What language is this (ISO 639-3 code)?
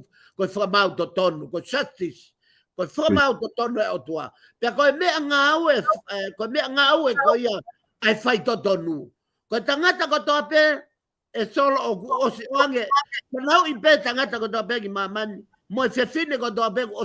ton